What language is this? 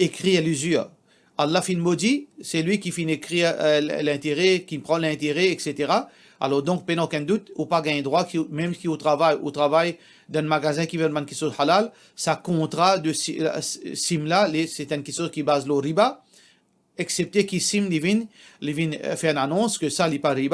Morisyen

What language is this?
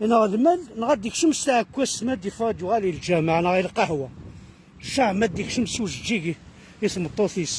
Kabyle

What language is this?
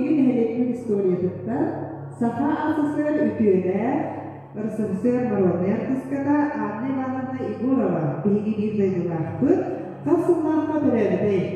Yakut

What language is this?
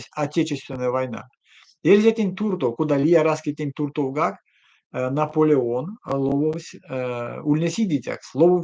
Erzya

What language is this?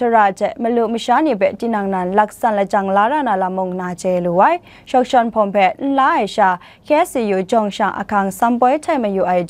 Kachin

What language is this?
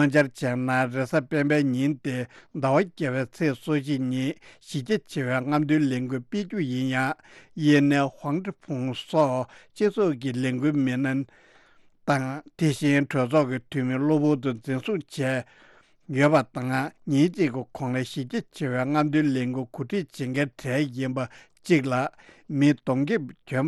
Tibetan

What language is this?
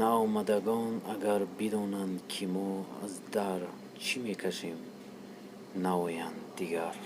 Tajik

